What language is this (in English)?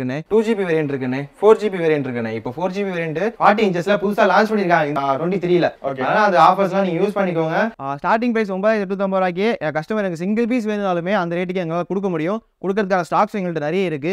Tamil